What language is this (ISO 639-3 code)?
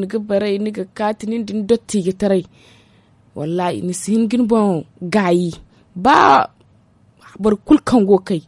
dje